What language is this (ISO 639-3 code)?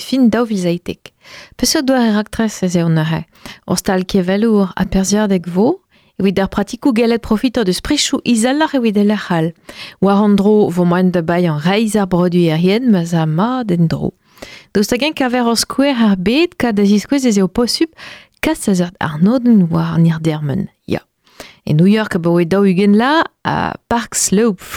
bre